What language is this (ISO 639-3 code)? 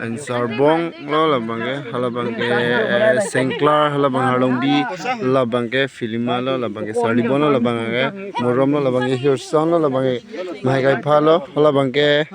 mjw